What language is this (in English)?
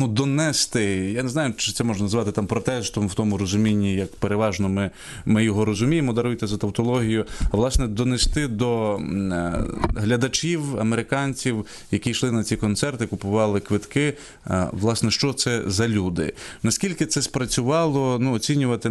Ukrainian